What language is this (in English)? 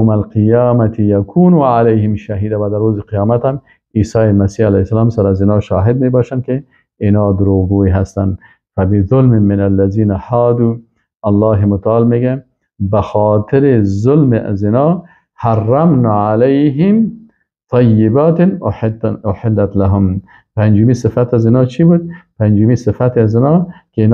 Persian